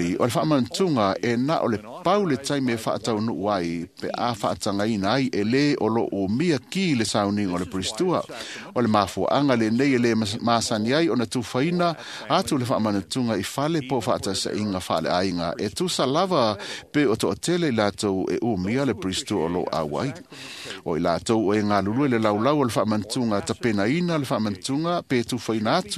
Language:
Samoan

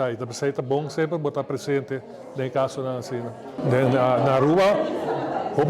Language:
Papiamento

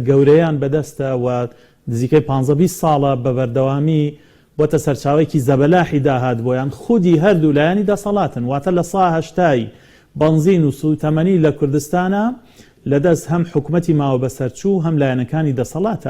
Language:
Central Kurdish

